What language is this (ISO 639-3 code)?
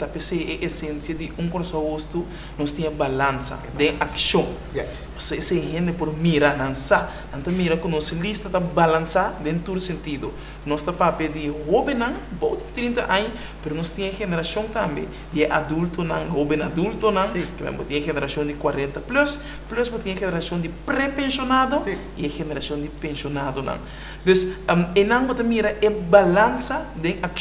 pap